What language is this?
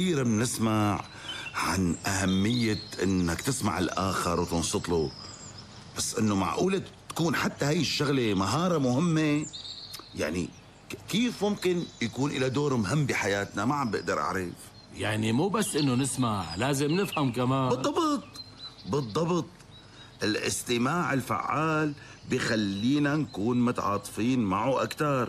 North Levantine Arabic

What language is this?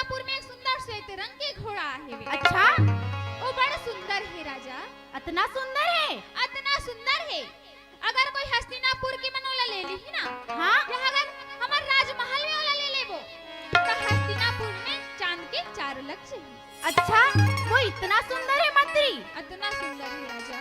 Chhattisgarhi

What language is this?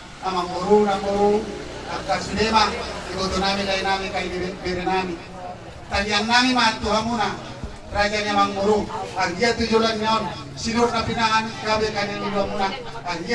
Batak Toba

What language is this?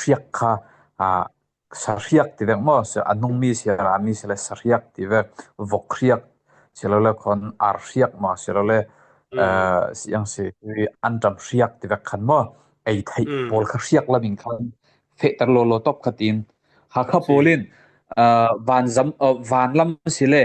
Falam Chin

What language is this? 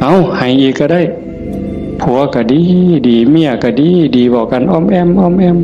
Northeastern Thai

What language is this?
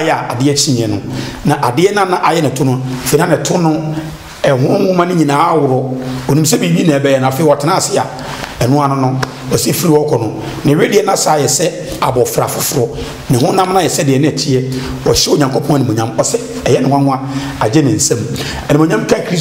Akan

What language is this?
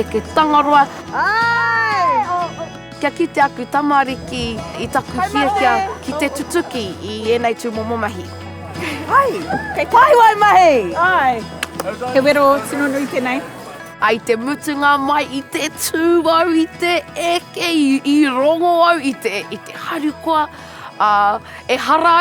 Māori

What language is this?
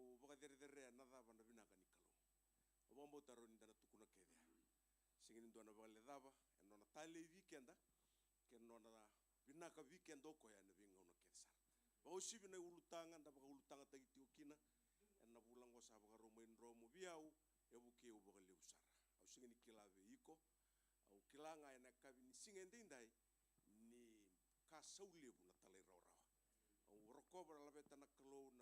Fijian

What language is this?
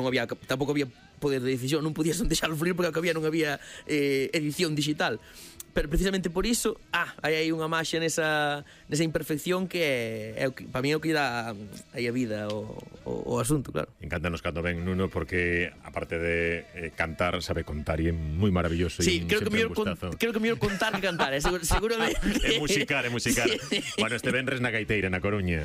Galician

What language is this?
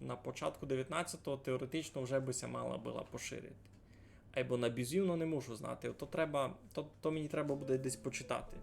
Rusyn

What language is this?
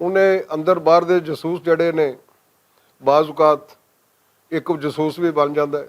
Western Panjabi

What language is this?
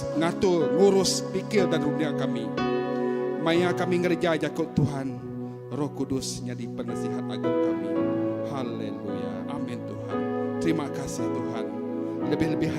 Iban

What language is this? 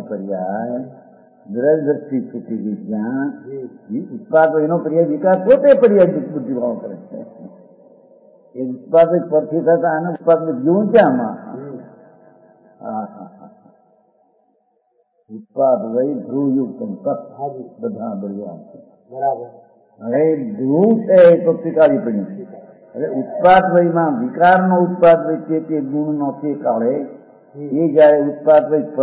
Gujarati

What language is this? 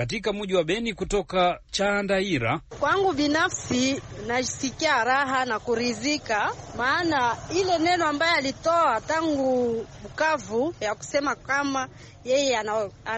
Swahili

